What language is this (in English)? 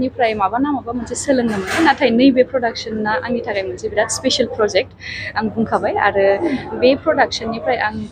Bodo